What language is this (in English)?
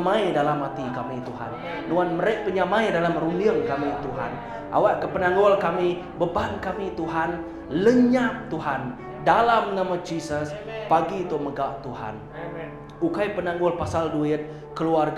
Iban